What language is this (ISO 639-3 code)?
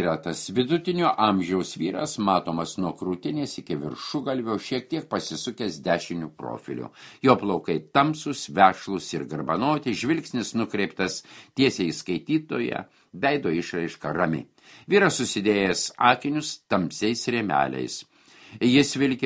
lit